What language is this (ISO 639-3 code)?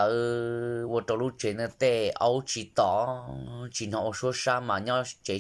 hmn